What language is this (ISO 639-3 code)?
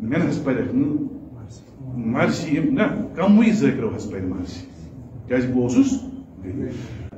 kas